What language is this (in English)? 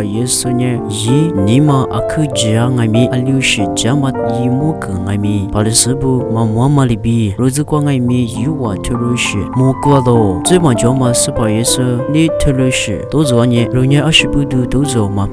Lisu